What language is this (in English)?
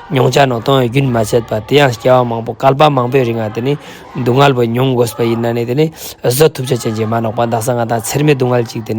Ladakhi